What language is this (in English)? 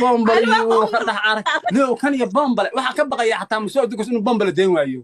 Somali